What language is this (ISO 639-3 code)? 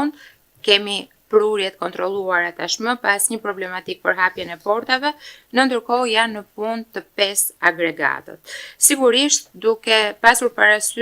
sqi